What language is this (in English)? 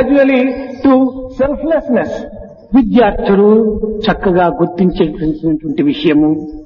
Telugu